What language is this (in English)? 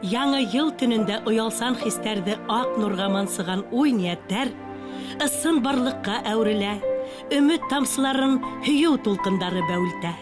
Bashkir